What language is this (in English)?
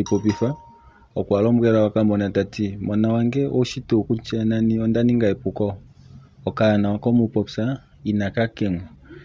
Kuanyama